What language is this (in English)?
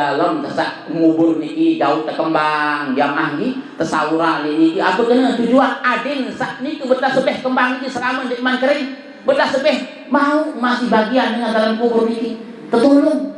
Sasak